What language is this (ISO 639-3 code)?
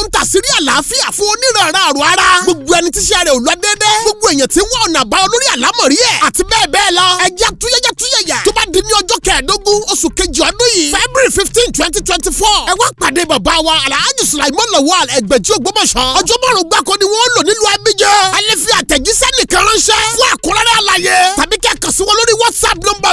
yor